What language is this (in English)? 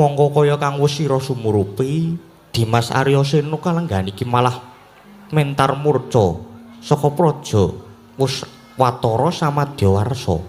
Javanese